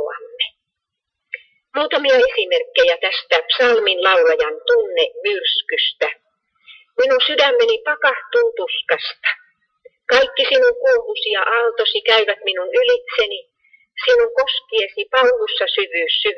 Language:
Finnish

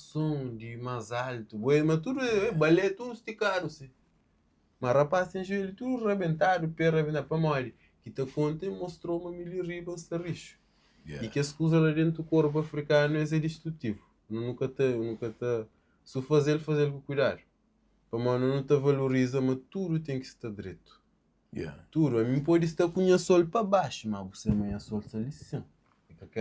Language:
Kabuverdianu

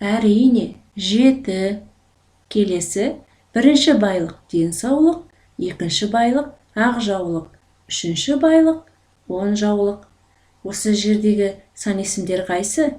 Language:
Kazakh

